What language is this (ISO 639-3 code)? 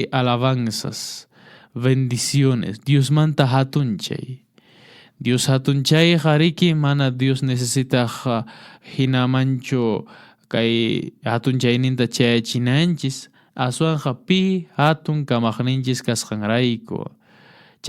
que